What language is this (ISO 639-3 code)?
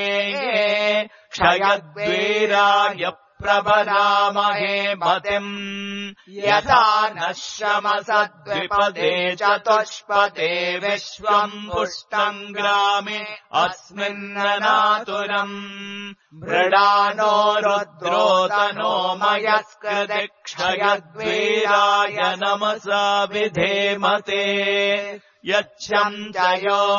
san